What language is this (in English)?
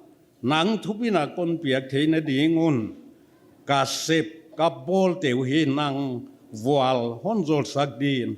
Paite Chin